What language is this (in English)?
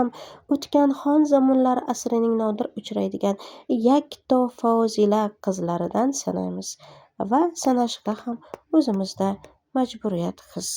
Uzbek